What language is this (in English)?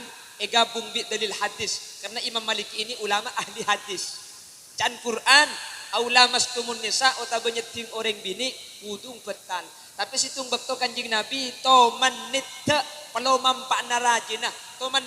Madurese